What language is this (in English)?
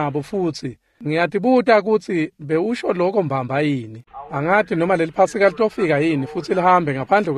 Swati